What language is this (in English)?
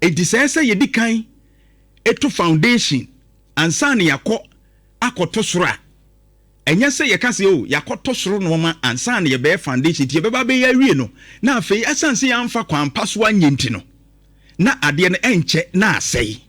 Akan